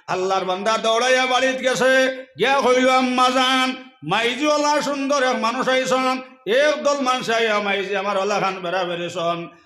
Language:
Sylheti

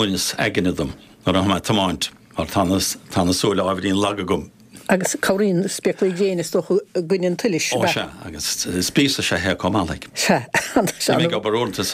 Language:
Irish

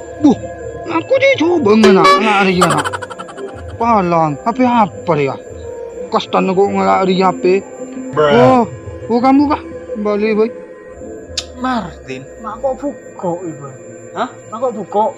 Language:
Madurese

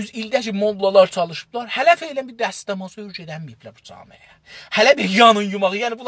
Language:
South Azerbaijani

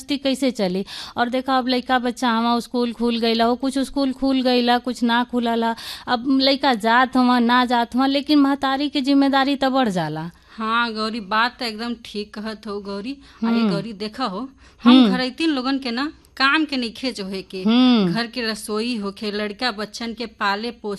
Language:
Bhojpuri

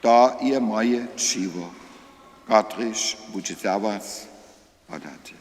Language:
Upper Sorbian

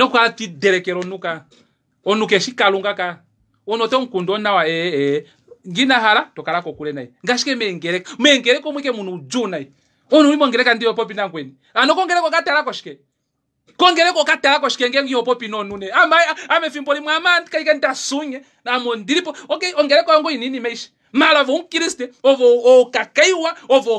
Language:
Kuanyama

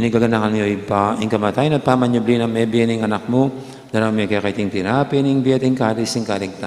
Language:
Pampanga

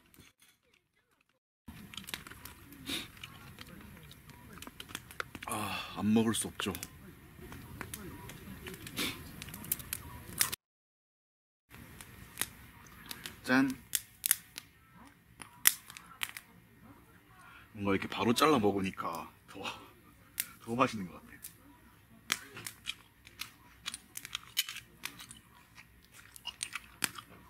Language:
Korean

